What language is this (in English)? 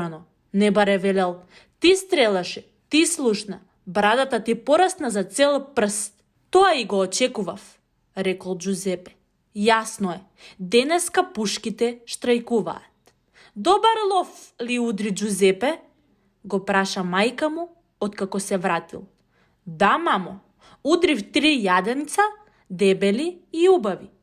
Macedonian